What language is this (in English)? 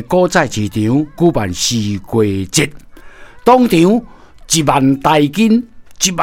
Min Nan Chinese